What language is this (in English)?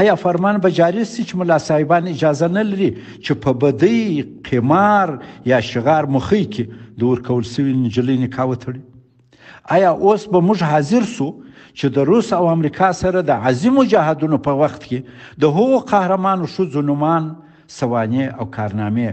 Pashto